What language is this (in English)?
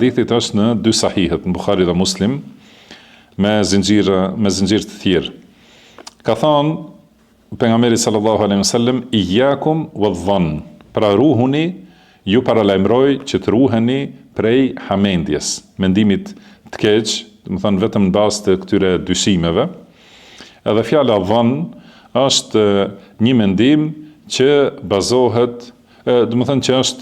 Albanian